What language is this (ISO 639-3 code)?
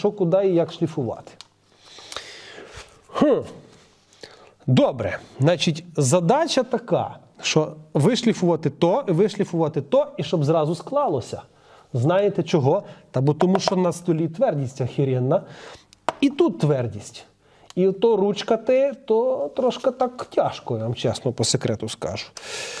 ukr